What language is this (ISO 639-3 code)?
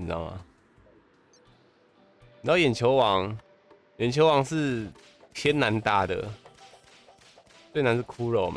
zho